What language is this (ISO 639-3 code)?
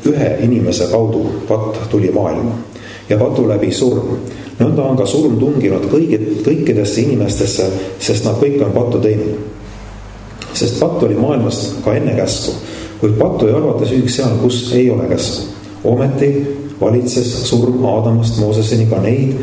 est